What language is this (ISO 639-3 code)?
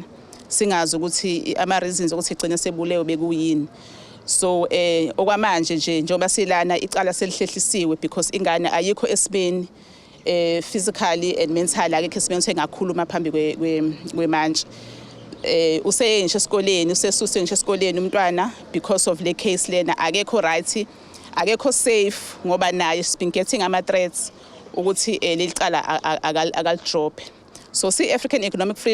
zul